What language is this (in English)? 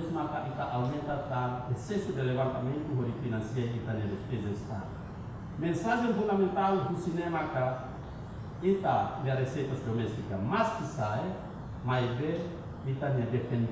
Tetum